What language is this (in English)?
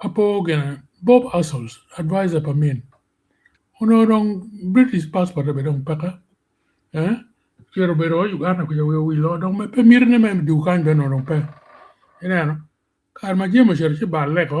Acoli